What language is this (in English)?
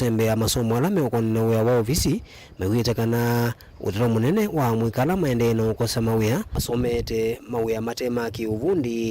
Kamba